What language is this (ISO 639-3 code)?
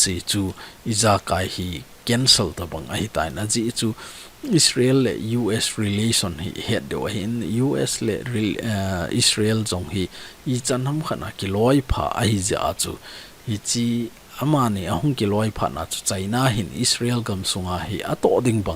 tcz